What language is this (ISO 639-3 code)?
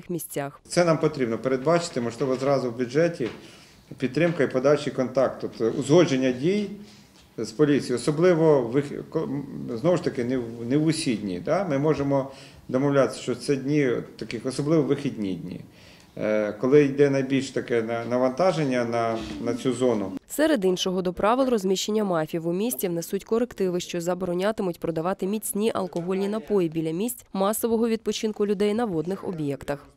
ukr